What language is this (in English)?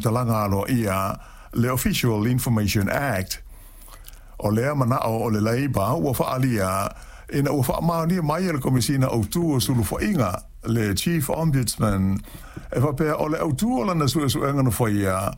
Samoan